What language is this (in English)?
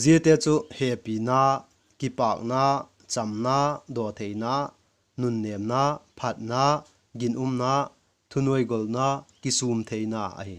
Vaiphei